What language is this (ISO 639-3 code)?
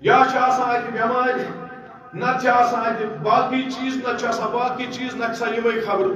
kas